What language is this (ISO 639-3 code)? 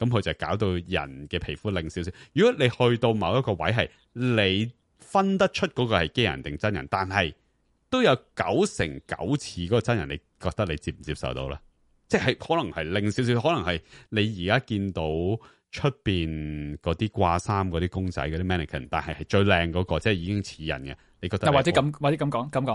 yue